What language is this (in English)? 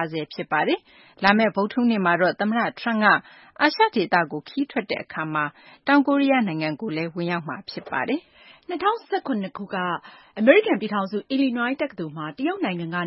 Burmese